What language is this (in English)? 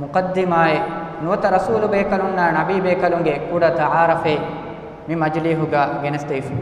Divehi